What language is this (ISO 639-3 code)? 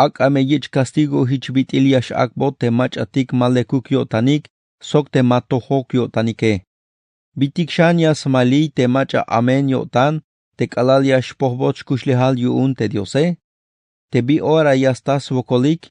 tzh